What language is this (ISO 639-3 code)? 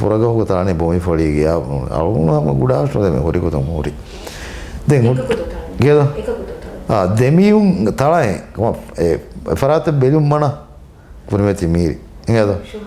div